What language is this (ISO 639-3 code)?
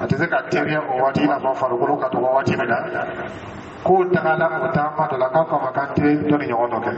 dyu